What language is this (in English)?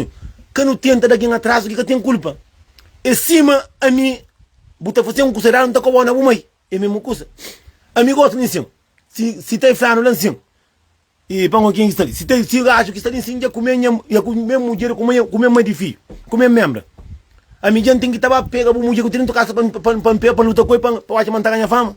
Kabuverdianu